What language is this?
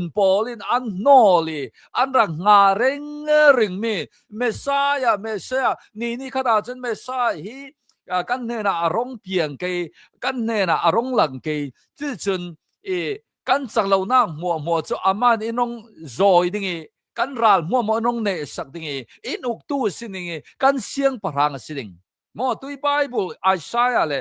Hakha Chin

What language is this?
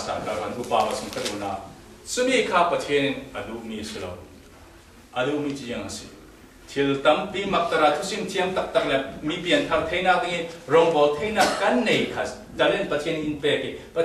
Falam Chin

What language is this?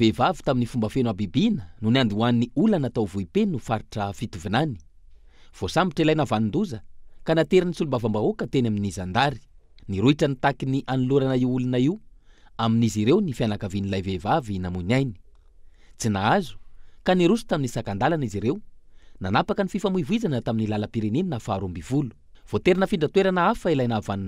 Malagasy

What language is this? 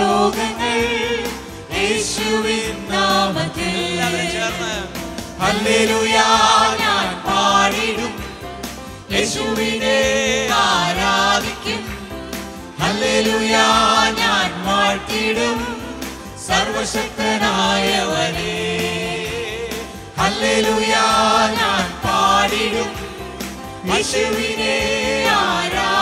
Malayalam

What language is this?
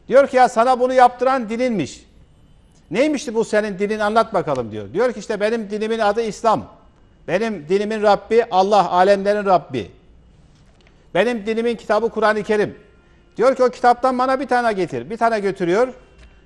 Turkish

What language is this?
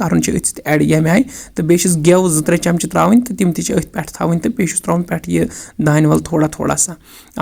Kashmiri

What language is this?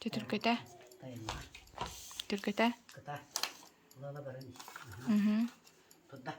Yakut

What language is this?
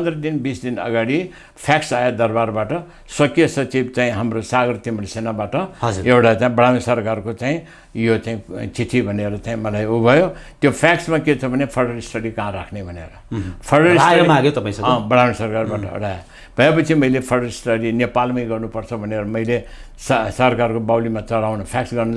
Nepali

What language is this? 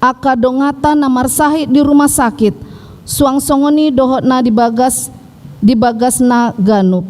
Batak Toba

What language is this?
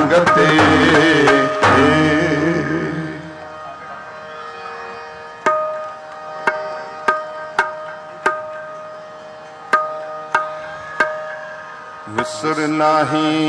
Punjabi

